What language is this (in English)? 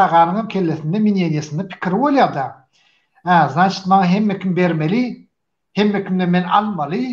Turkmen